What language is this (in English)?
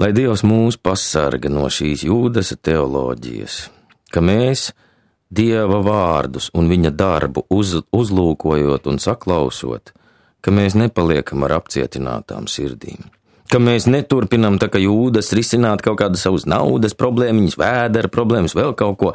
Latvian